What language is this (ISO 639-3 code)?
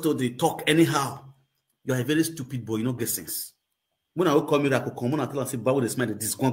pcm